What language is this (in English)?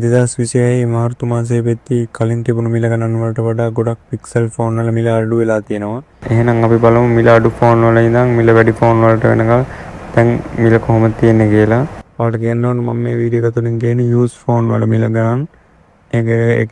Sinhala